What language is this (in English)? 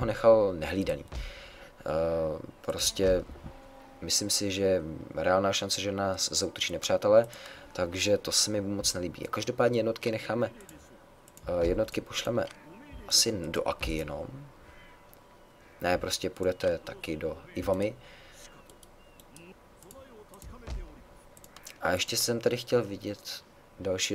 Czech